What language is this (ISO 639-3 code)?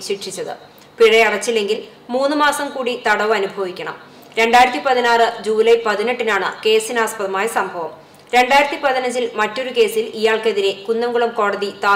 mal